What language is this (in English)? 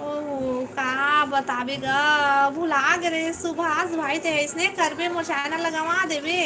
Chhattisgarhi